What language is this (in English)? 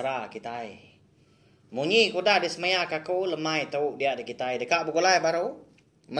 Iban